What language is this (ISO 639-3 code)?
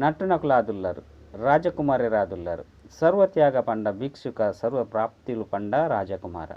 tcy